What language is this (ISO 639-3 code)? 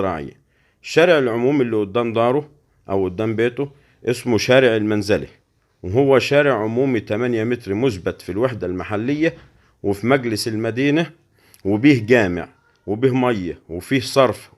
arz